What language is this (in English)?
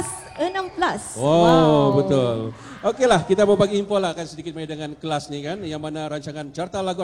Malay